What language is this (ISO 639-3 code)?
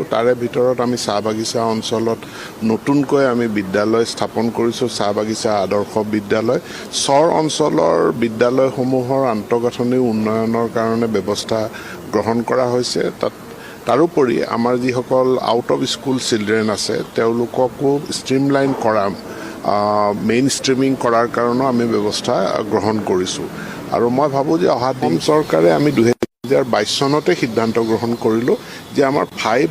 asm